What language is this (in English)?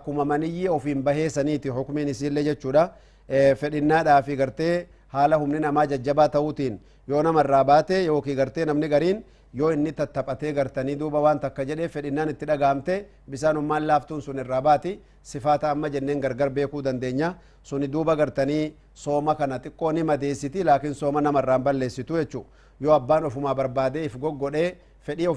Oromo